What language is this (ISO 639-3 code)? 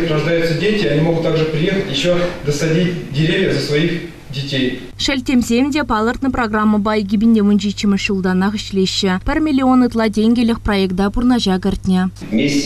chv